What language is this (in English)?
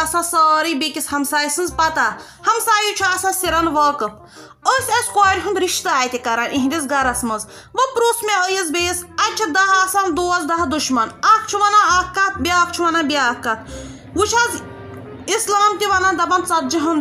Kashmiri